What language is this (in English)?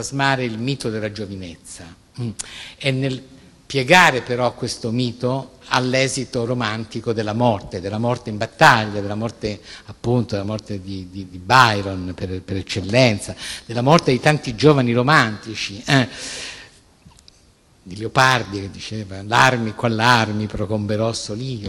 Italian